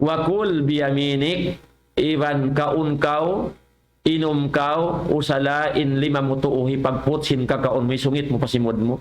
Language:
Tausug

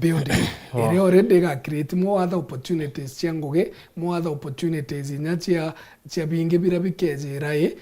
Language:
Meru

